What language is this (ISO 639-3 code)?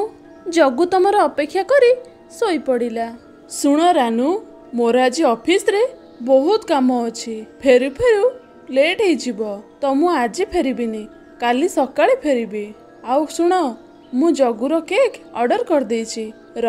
ori